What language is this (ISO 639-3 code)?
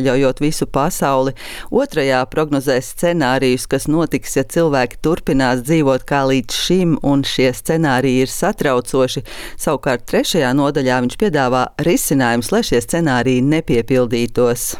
lav